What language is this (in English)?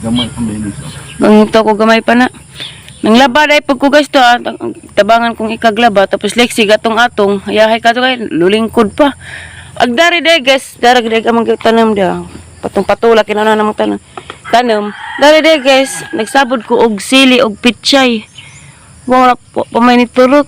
Cebuano